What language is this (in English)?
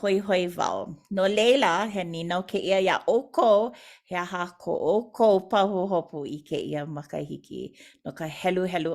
Hawaiian